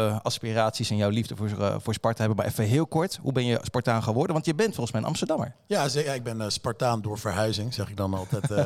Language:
Dutch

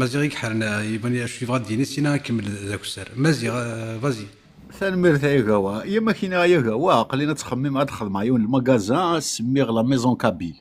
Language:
Kabyle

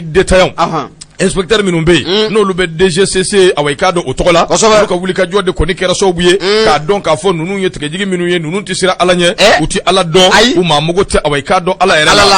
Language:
Bambara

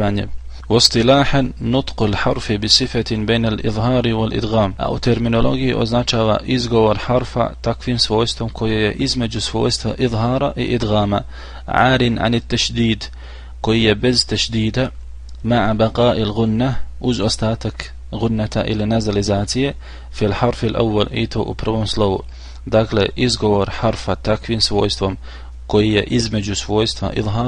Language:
Bosnian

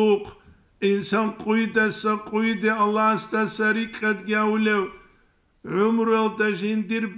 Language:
Avaric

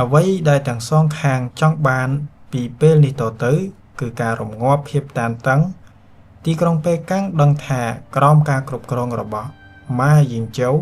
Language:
Khmer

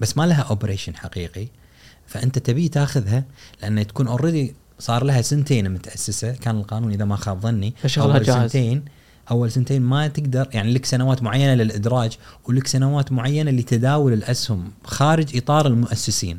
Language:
Gulf Arabic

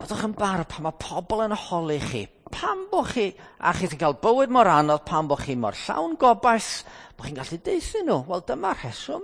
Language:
Welsh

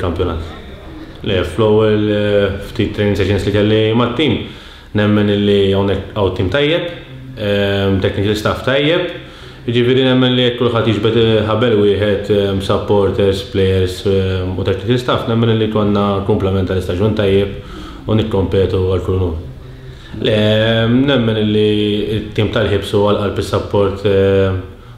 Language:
Maltese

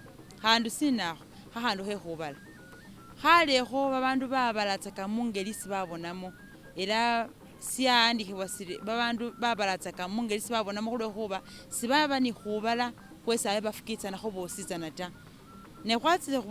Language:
Masaaba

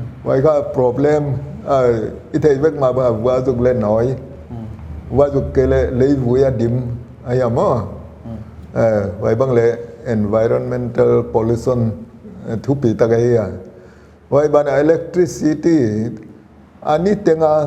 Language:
Paite Chin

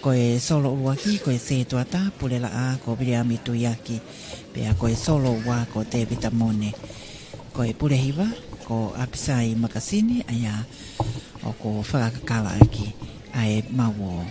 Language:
Tongan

